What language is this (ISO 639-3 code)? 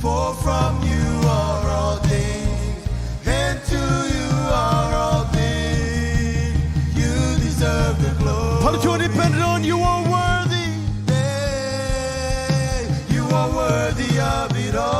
mah